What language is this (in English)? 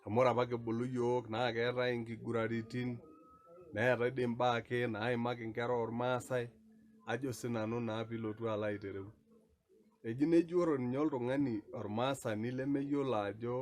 Masai